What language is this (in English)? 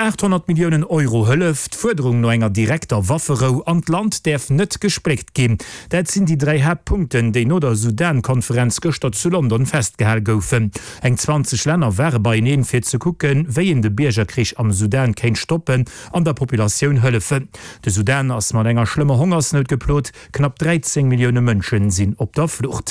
Luxembourgish